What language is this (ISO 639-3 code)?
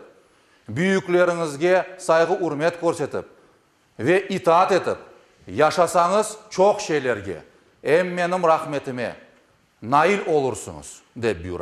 crh